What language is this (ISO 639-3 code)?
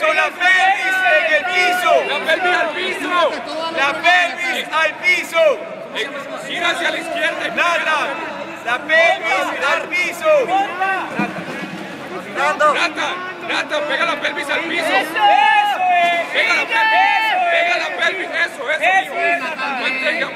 spa